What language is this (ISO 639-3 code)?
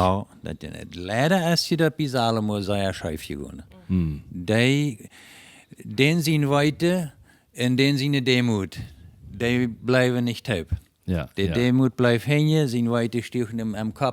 pdt